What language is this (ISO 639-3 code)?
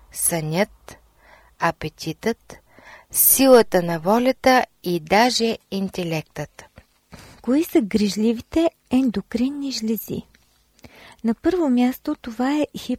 bul